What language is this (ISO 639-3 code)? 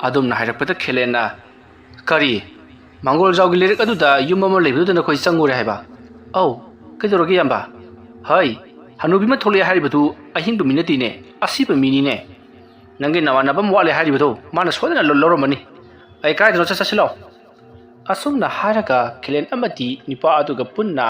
mni